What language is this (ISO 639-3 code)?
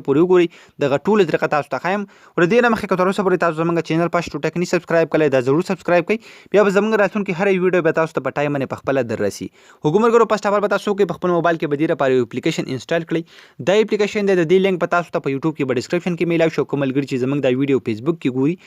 pus